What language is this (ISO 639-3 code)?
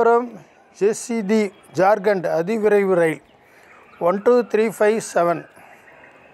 tam